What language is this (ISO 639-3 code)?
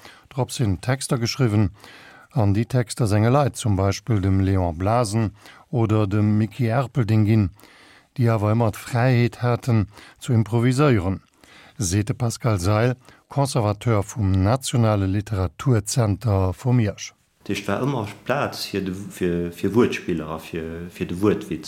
ltz